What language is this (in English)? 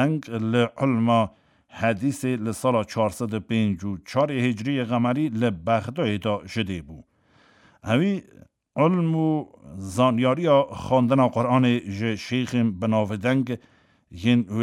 Kurdish